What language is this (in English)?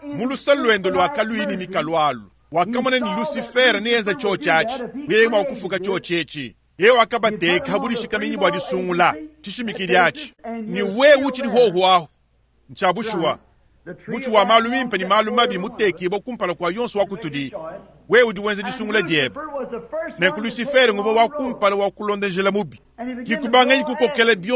Luba-Lulua